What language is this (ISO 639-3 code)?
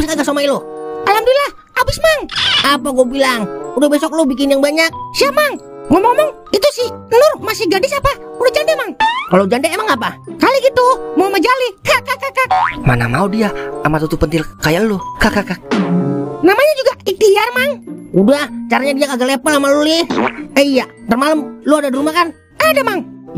bew